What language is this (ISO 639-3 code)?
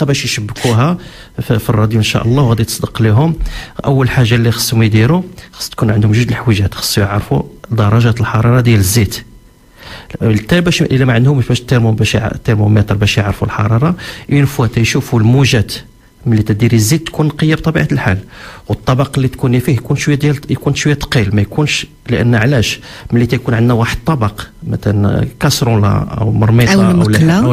ary